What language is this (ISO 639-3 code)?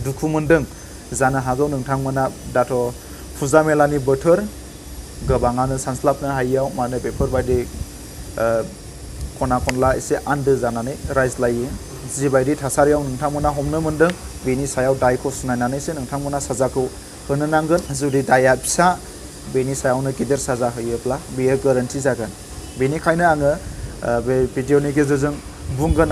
brx